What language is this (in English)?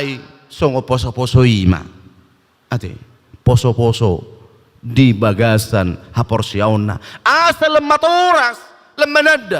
Batak Toba